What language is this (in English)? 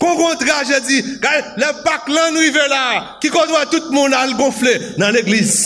Haitian Creole